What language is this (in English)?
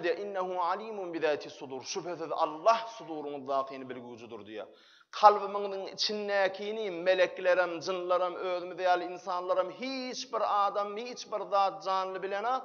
Turkmen